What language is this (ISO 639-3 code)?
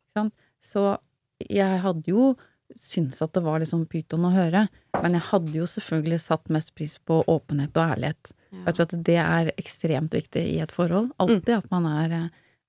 nor